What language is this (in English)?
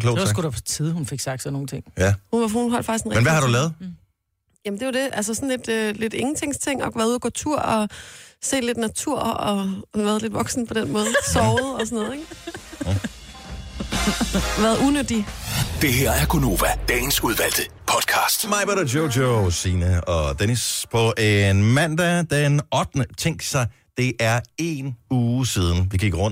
Danish